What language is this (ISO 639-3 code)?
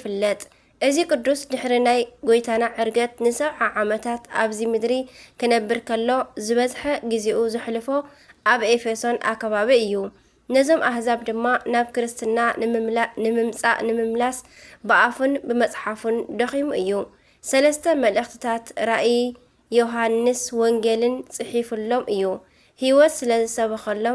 tir